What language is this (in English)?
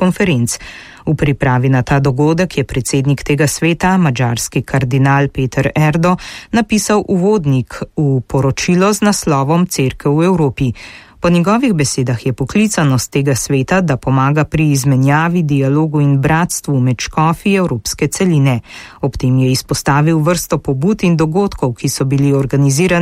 Slovenian